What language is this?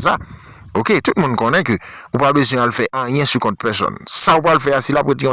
Haitian Creole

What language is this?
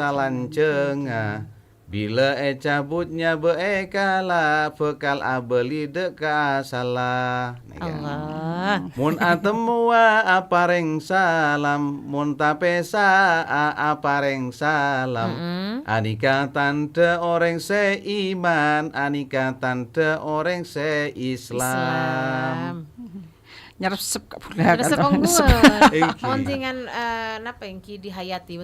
Madurese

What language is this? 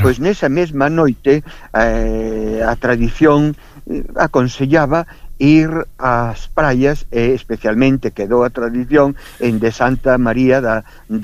Galician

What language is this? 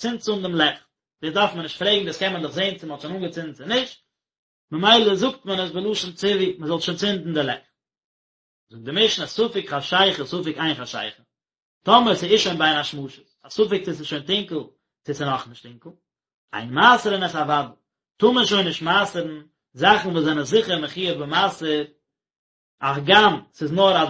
Yiddish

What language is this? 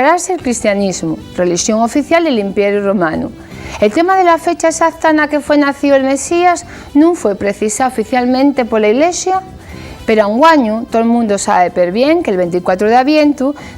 Asturian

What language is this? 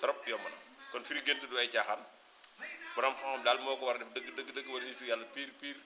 Wolof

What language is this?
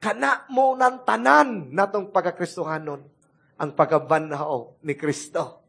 Cebuano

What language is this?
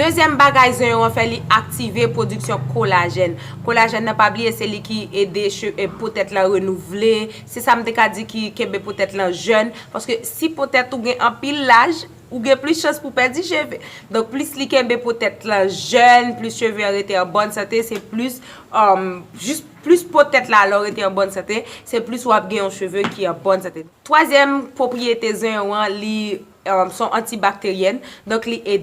Haitian Creole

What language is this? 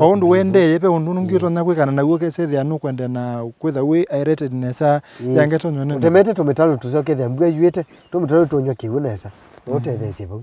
Kamba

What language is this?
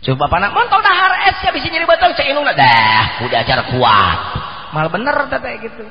Sundanese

